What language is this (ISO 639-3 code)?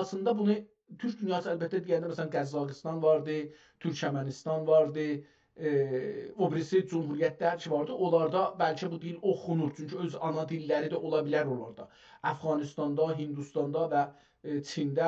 azb